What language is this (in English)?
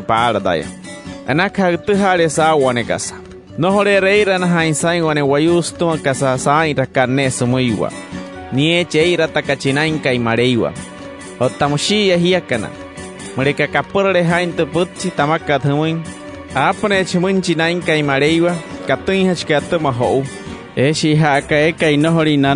Wayuu